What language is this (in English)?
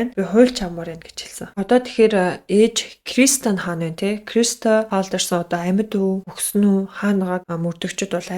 Mongolian